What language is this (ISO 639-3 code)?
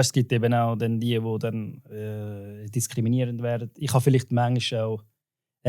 gsw